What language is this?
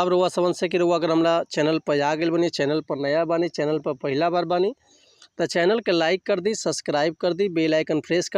Bhojpuri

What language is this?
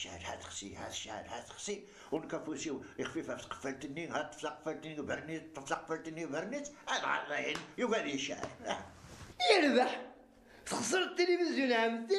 Kabyle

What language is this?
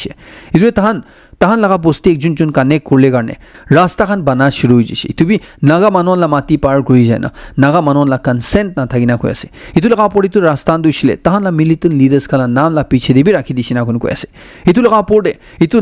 Naga Pidgin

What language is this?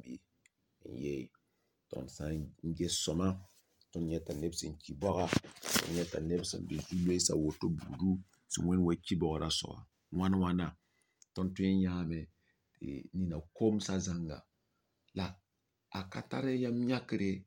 Mossi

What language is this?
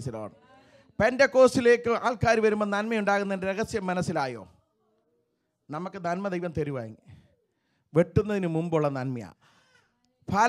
Malayalam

